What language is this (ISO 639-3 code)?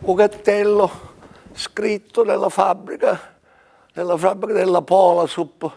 scn